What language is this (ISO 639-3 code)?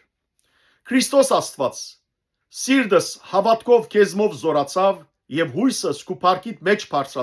hyw